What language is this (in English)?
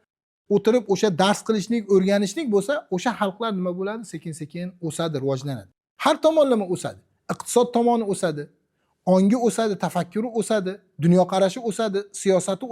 Uzbek